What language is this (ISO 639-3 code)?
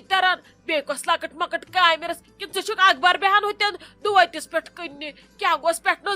kas